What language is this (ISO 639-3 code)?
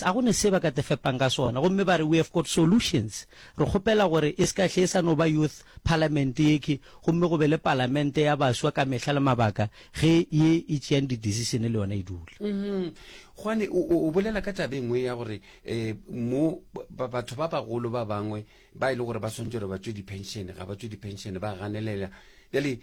nso